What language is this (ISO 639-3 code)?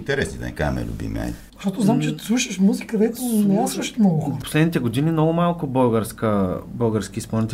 bul